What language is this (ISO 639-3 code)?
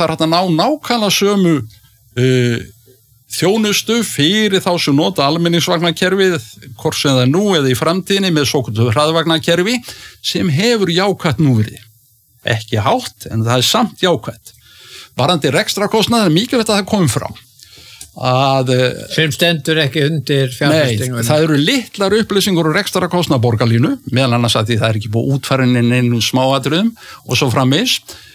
isl